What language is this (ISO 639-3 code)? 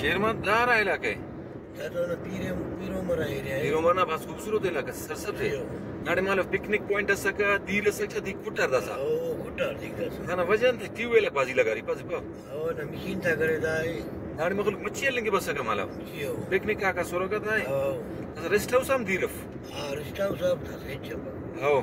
brh